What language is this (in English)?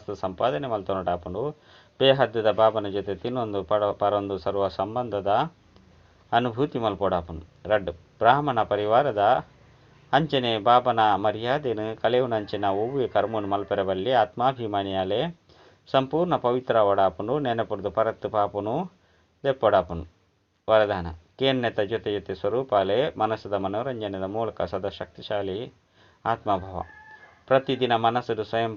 Tulu